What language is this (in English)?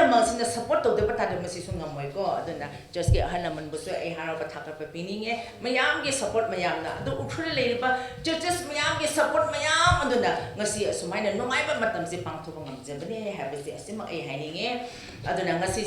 Manipuri